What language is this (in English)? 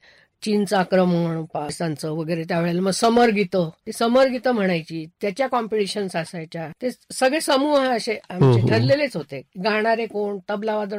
Marathi